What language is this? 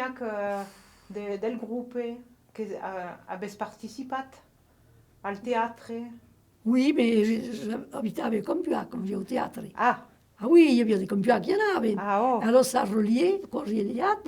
Occitan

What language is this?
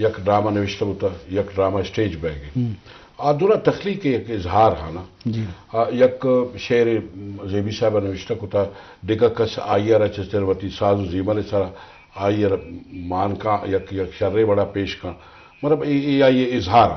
Eastern Balochi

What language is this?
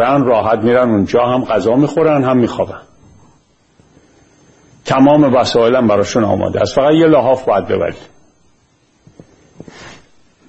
Persian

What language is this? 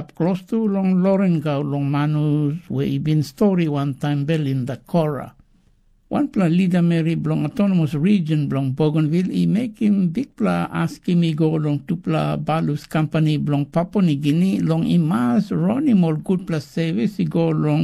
Tok Pisin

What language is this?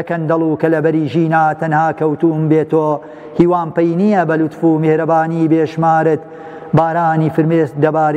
Central Kurdish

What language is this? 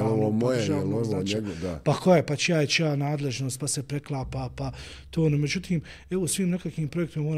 Bosnian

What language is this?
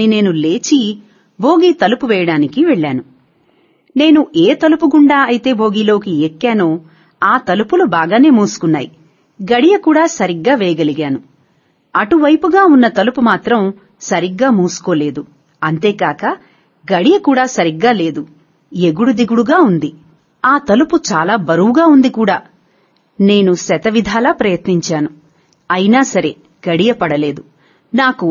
Telugu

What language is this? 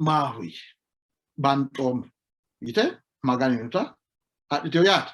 Sidamo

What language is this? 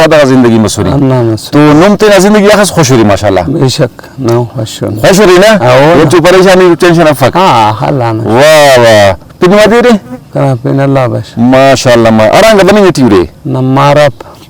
Brahui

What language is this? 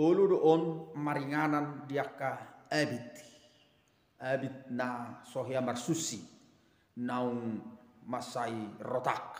Batak Toba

